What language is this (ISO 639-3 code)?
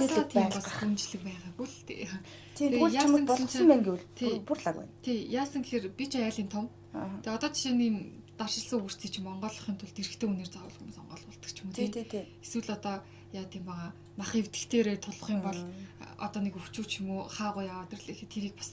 mon